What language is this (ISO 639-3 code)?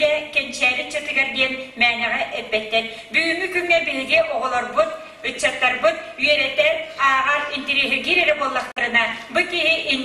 sah